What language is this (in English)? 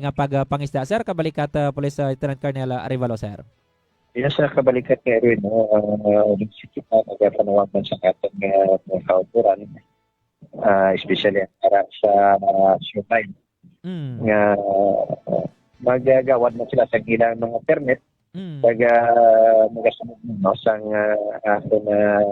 Hiligaynon